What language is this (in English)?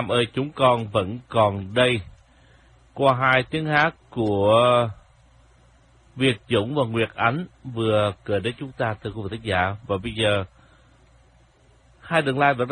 Vietnamese